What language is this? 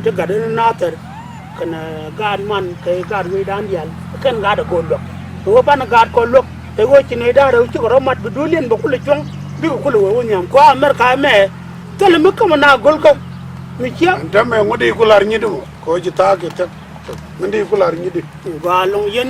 Nuer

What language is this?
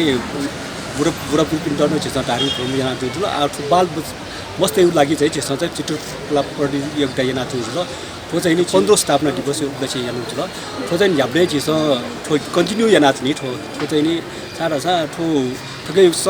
Newari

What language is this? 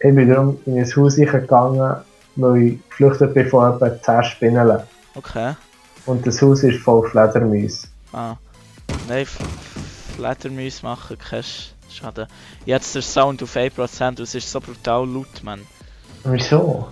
Swiss German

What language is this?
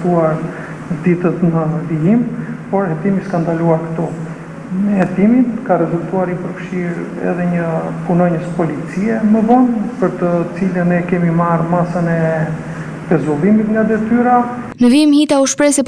Albanian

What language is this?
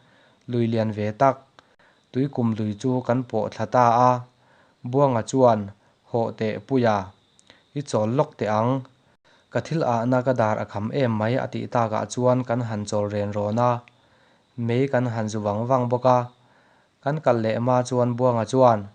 Mizo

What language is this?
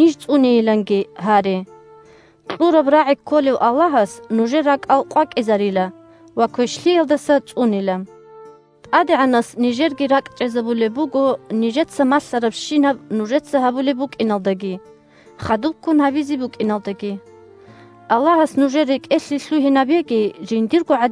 Avaric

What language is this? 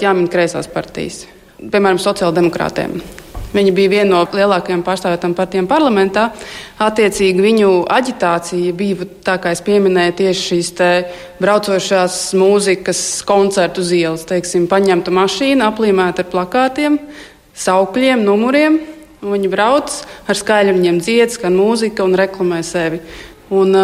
Latvian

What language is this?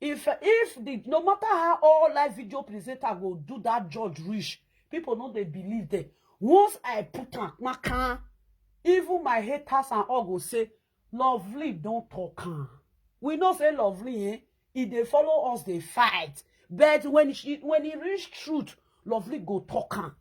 Nigerian Pidgin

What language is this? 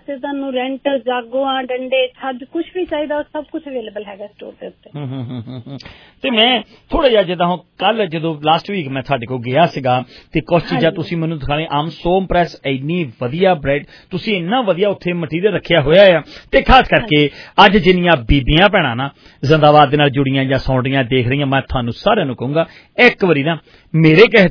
Punjabi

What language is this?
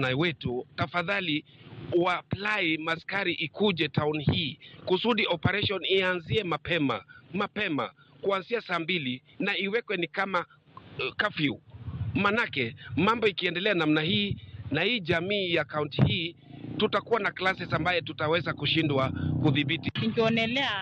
Luo (Kenya and Tanzania)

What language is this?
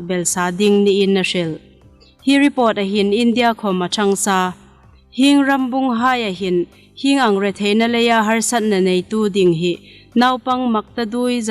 Hmar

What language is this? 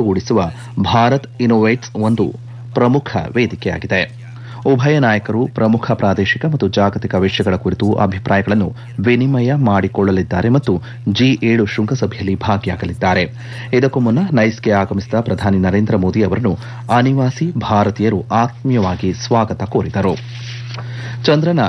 Kannada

